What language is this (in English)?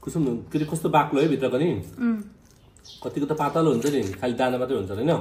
Nepali